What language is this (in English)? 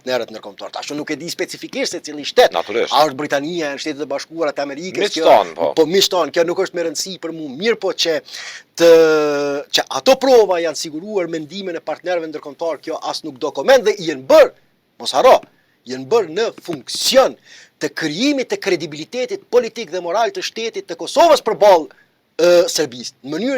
Albanian